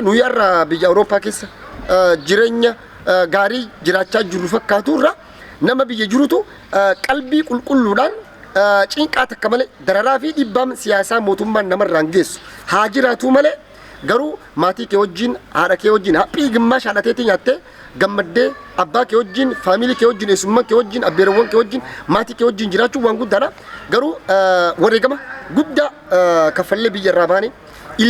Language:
Oromo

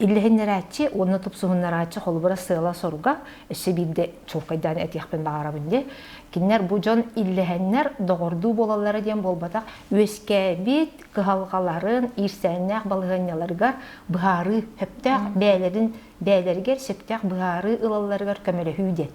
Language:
Yakut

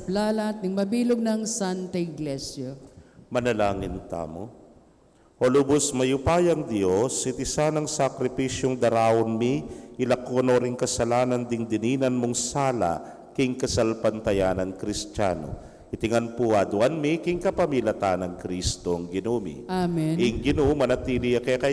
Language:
Pampanga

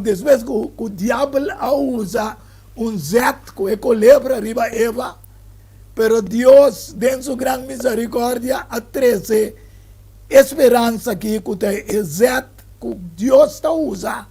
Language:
Papiamento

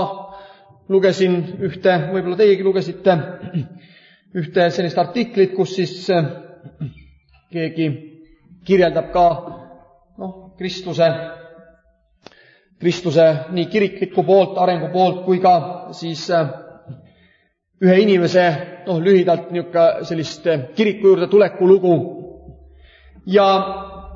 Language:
Estonian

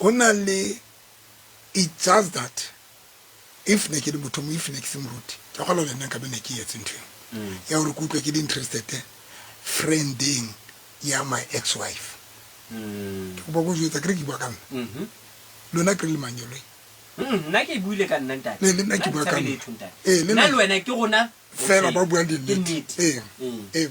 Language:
Southern Sotho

